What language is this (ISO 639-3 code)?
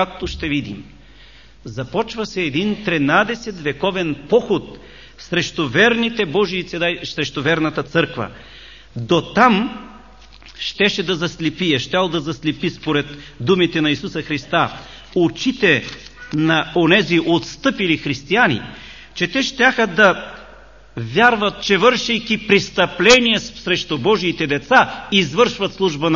bul